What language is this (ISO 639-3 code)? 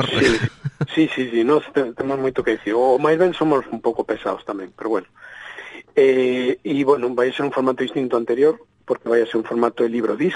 glg